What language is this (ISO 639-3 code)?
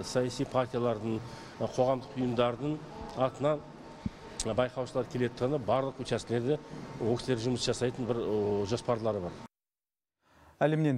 kaz